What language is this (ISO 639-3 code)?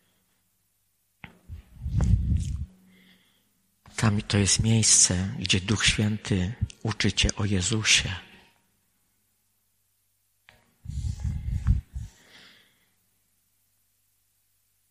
pol